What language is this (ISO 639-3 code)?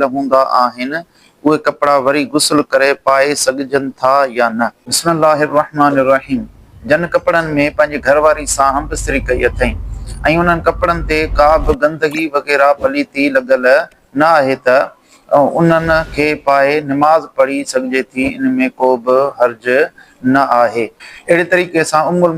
snd